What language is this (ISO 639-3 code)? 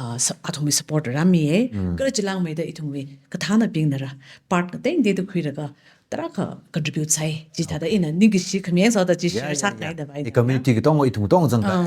nmf